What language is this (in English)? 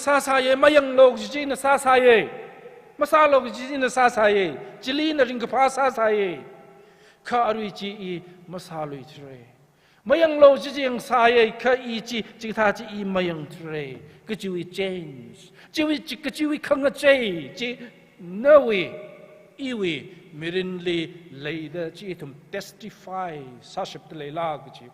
Tangkhul Naga (India)